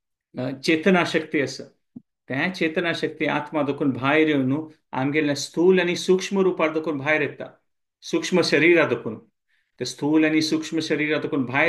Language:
Konkani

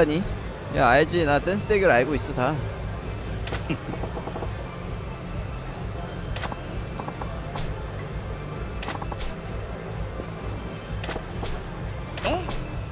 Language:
Korean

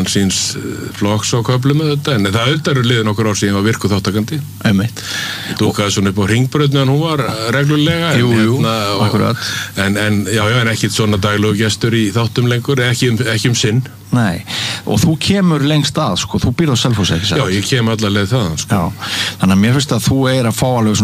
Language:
Icelandic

